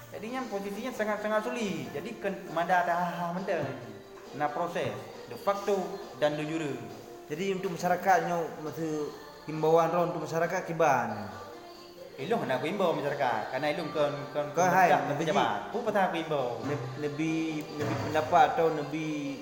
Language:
Achinese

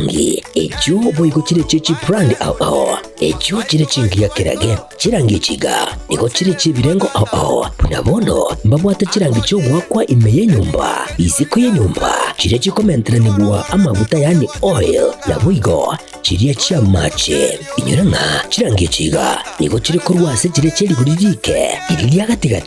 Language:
Gusii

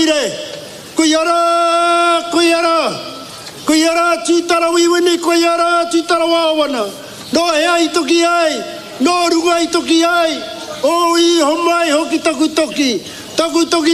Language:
Māori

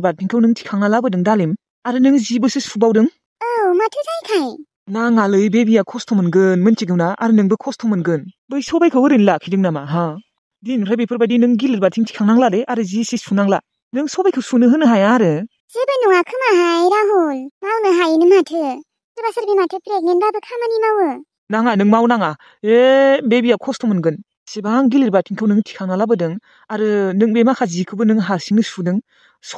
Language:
Bodo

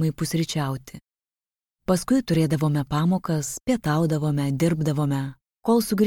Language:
Lithuanian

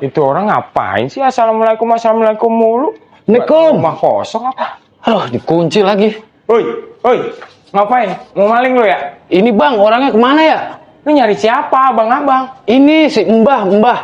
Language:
Betawi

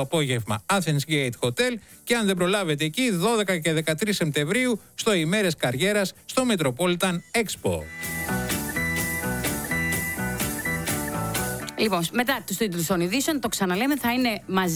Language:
Greek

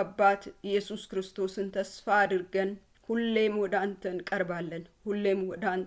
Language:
Amharic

